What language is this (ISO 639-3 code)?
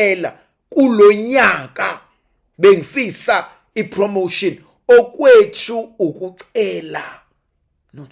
zul